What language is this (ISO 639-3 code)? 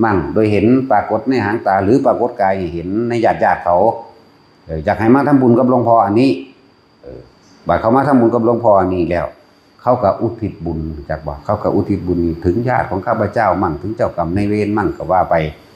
tts